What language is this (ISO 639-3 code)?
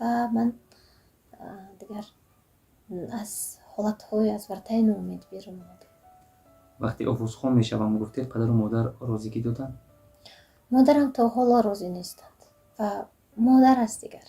tgk